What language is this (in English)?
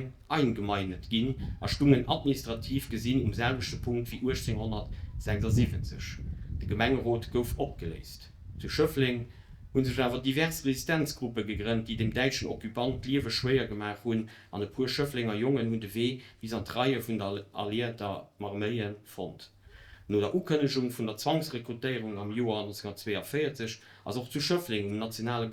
Luxembourgish